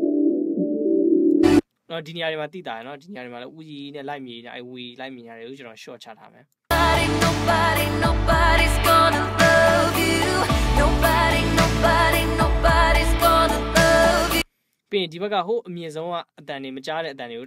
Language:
Burmese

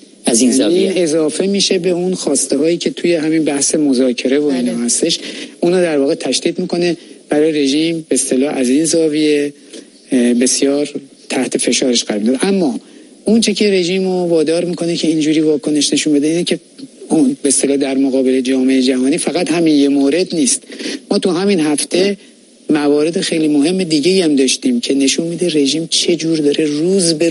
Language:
Persian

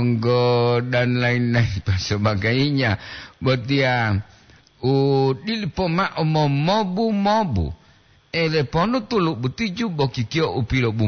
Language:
Gorontalo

